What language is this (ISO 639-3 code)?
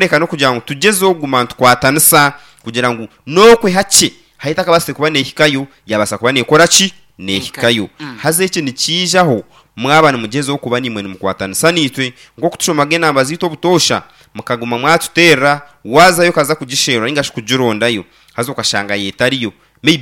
nyn